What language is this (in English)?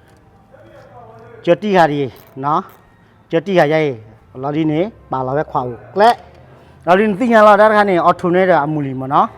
S'gaw Karen